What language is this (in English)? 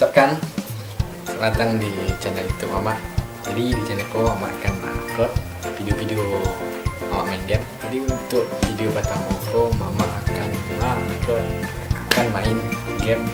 Minangkabau